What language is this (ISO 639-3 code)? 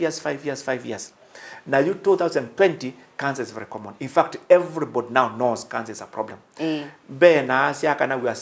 kam